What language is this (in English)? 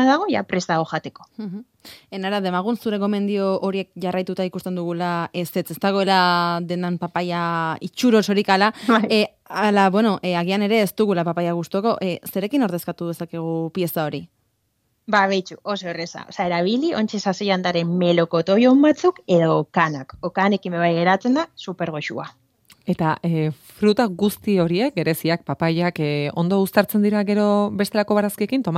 Basque